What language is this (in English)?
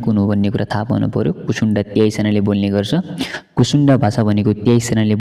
Nepali